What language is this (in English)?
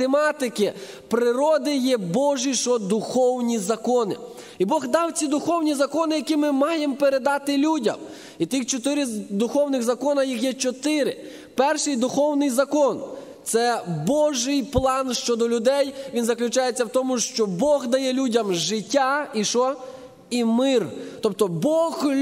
Ukrainian